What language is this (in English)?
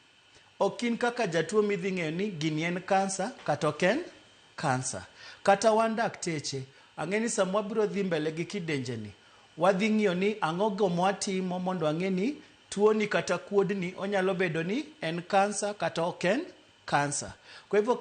Luo (Kenya and Tanzania)